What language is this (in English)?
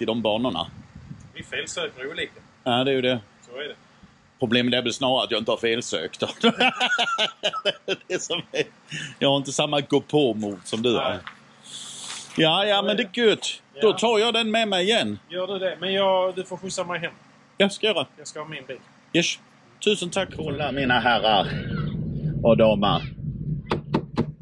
Swedish